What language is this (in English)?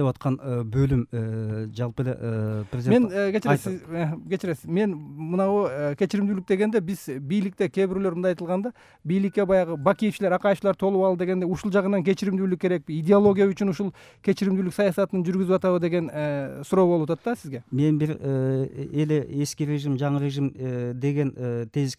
Kyrgyz